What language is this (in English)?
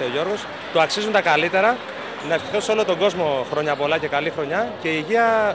Greek